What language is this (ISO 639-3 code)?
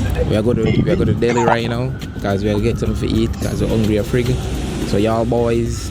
jam